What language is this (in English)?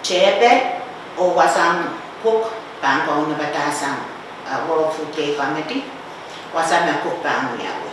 Pohnpeian